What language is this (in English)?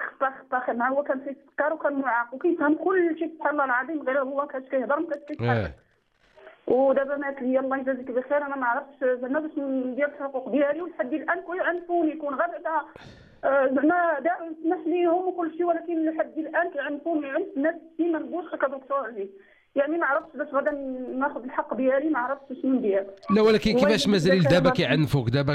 Moroccan Arabic